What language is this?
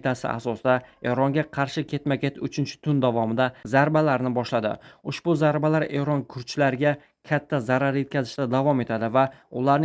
Uzbek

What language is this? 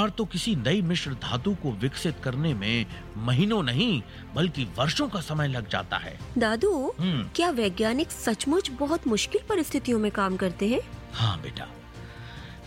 Hindi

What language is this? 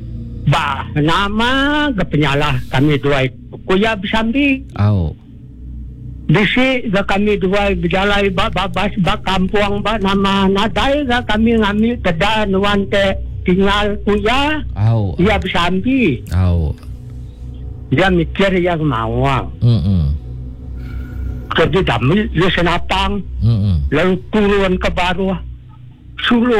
Iban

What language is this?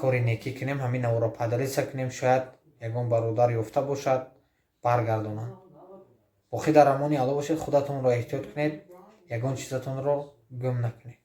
Tajik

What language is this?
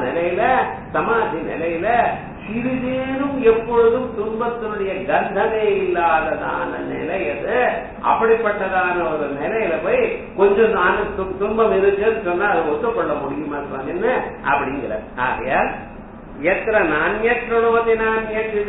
Tamil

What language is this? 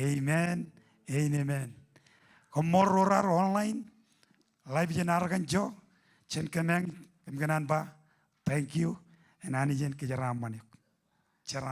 Marshallese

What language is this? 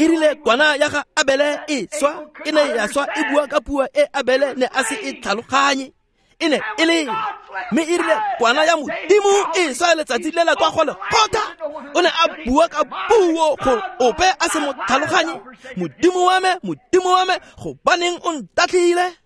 Tswana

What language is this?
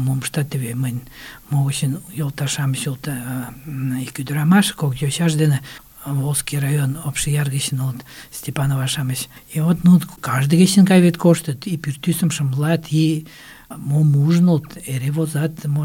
Mari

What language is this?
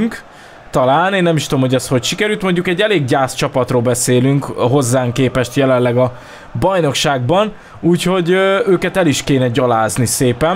Hungarian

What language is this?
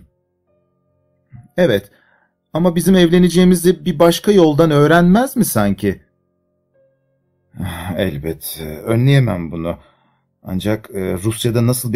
Turkish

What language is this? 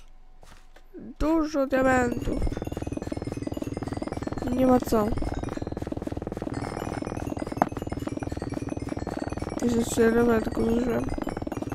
Polish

